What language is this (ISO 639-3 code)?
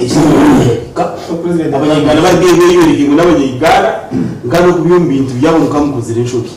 nyn